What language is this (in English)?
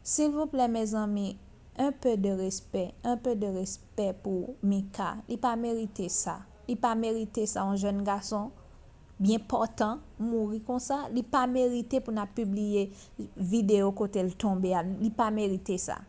Haitian Creole